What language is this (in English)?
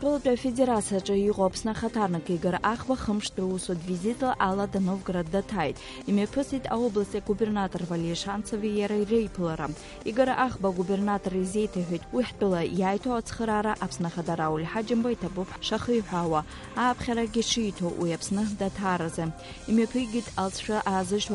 Abkhazian